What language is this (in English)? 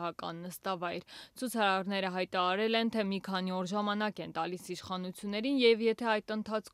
Armenian